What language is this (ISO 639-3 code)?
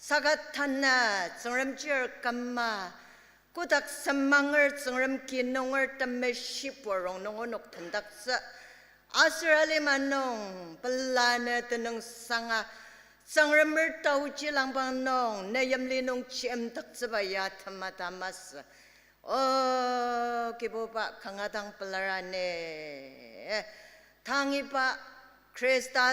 njo